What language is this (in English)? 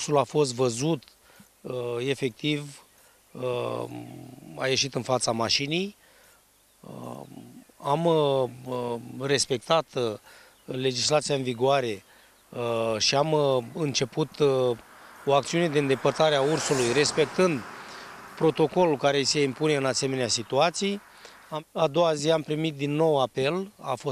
Romanian